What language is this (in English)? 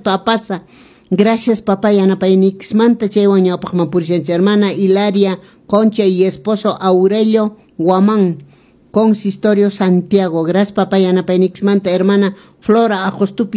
Quechua